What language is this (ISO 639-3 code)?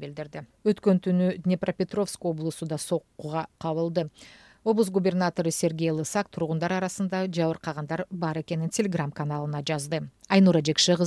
kir